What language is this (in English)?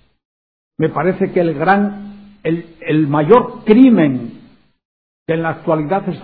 Spanish